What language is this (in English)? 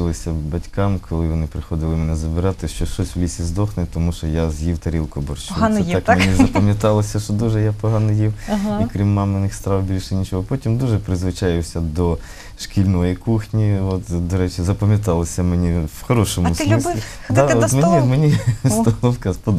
Ukrainian